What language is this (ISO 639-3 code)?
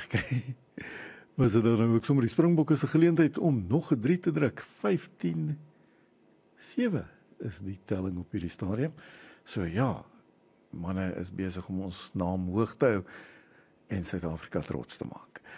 afr